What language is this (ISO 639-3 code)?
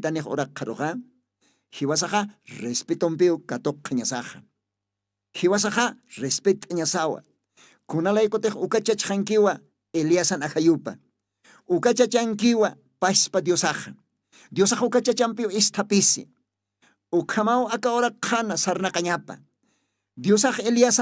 aym